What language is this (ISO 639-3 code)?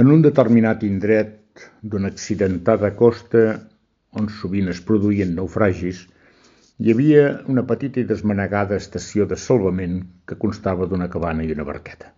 cat